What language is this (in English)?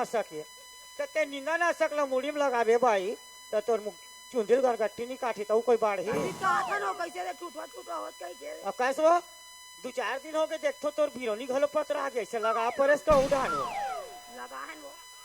Chhattisgarhi